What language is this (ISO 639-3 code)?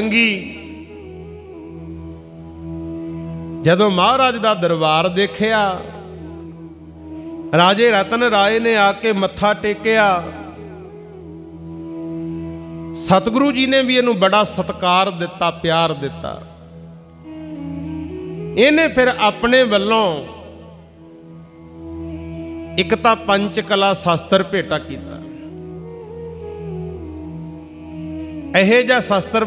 pan